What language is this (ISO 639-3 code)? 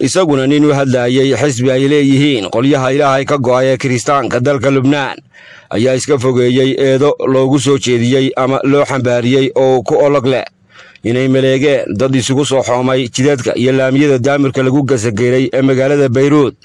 som